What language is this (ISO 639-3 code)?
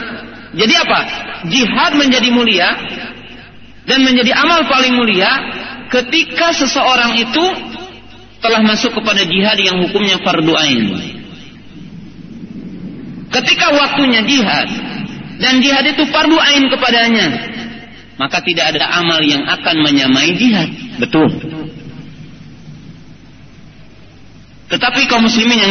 ind